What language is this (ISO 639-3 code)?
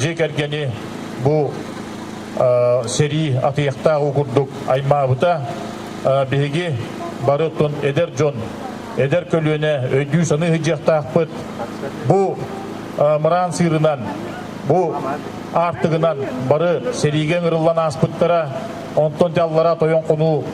sah